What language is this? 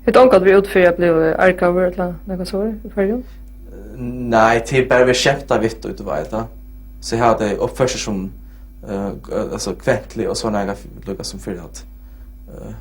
Faroese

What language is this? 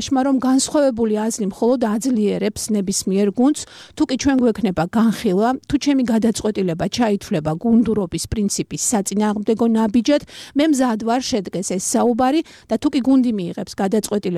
Georgian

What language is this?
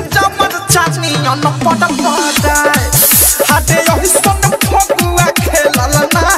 Bhojpuri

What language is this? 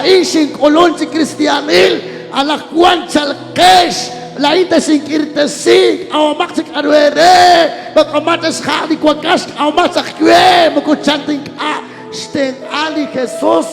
Kekchí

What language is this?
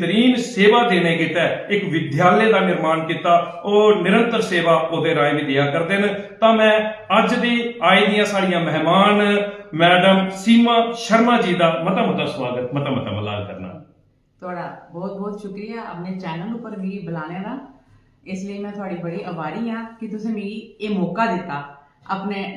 Dogri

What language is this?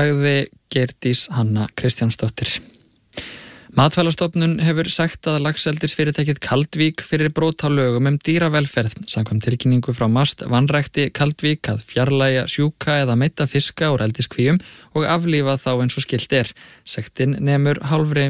Icelandic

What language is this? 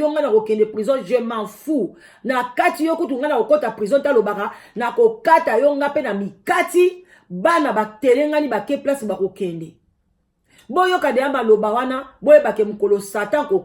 Lingala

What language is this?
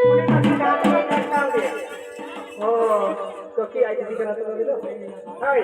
Santali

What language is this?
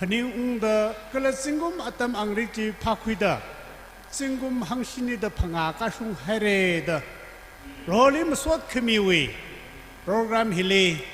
Tangkhul Naga (India)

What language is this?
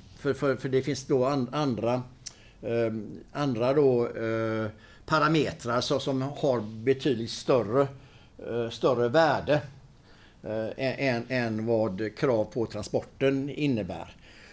Swedish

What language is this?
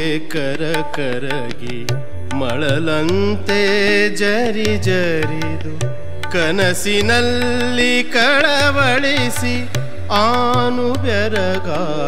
Kannada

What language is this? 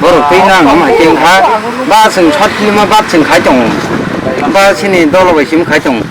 Kok Borok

